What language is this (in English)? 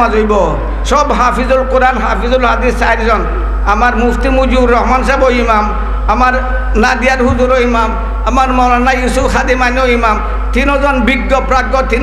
Sylheti